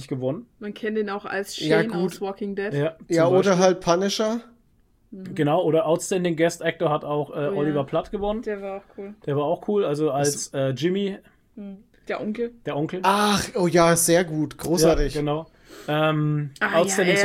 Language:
German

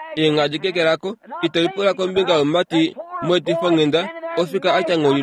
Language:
Kuanyama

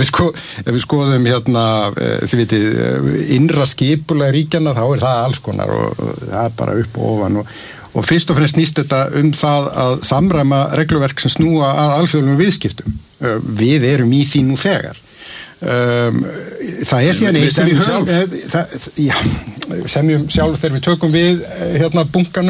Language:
Icelandic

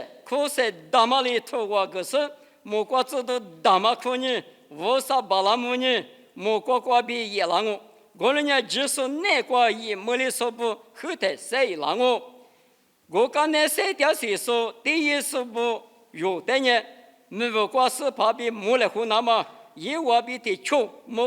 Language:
Lisu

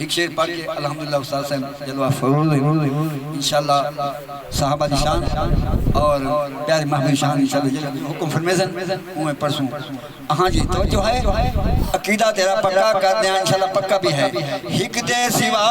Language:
Saraiki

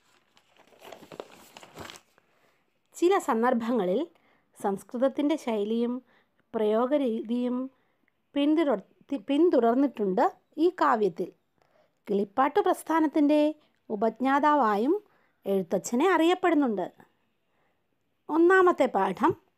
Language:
Malayalam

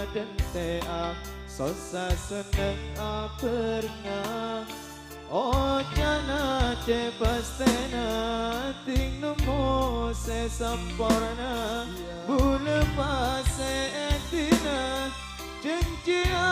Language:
Madurese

